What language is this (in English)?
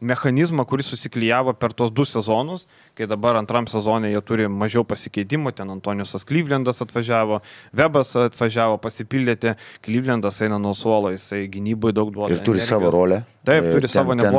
Lithuanian